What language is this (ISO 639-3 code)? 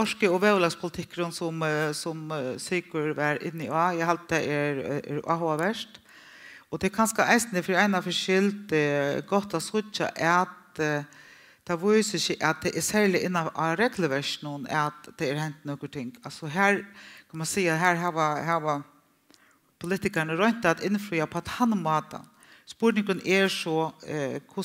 fao